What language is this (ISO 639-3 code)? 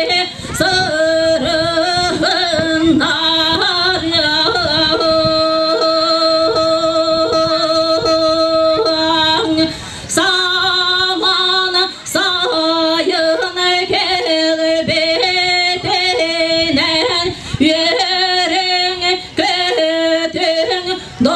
sah